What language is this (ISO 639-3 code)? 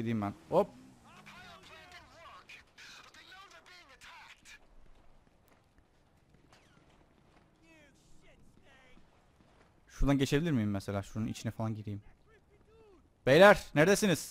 tur